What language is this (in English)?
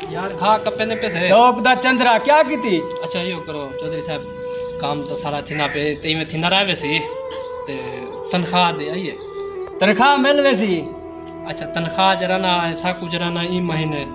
Saraiki